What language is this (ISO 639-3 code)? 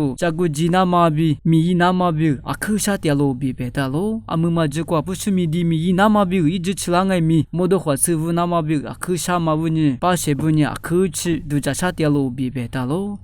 lis